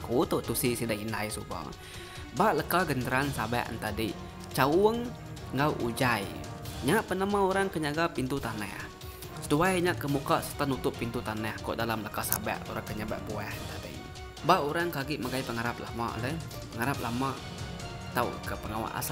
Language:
Iban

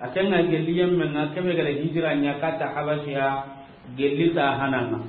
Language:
Soninke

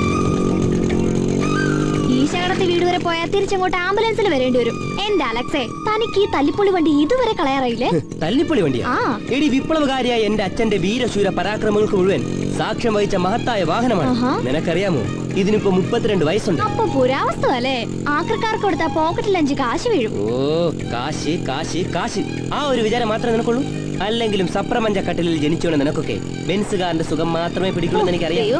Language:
Malayalam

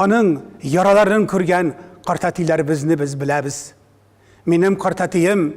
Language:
Tatar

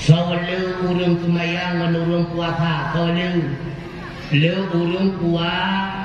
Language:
Achinese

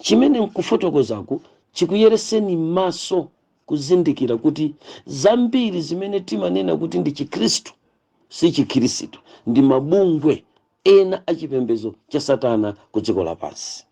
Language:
Nyanja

